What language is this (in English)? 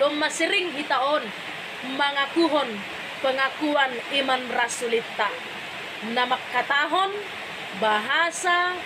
Batak Simalungun